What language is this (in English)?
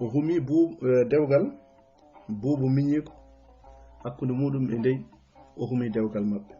Fula